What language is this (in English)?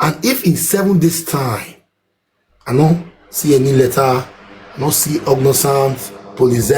Nigerian Pidgin